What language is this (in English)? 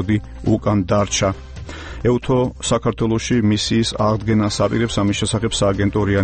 Georgian